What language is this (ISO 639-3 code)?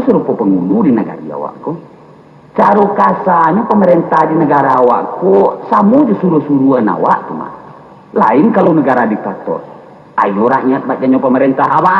min